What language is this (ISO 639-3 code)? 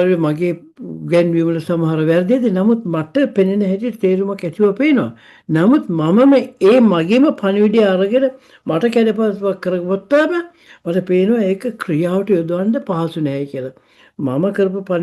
sin